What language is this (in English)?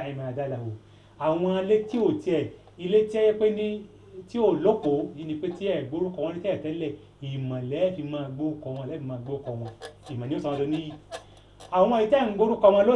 Yoruba